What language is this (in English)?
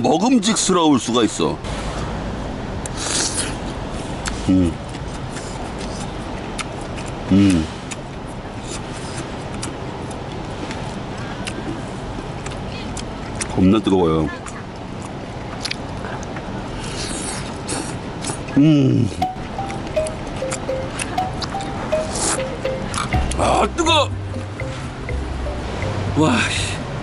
Korean